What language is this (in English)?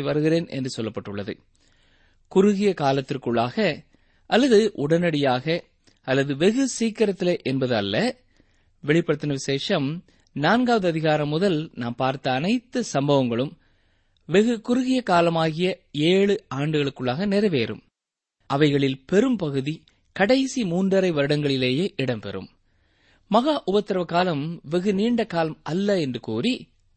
Tamil